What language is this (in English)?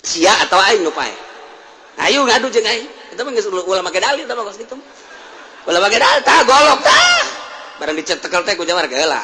Sundanese